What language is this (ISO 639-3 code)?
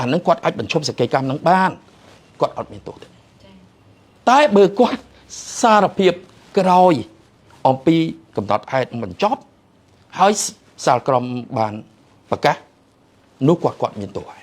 khm